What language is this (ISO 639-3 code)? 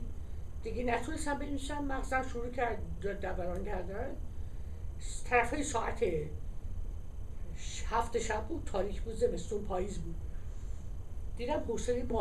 fas